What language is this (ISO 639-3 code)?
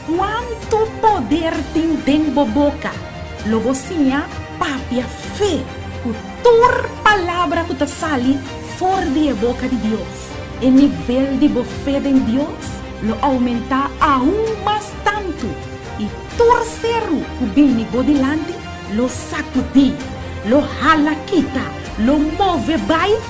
pap